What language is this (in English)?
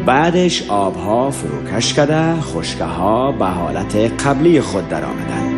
Tajik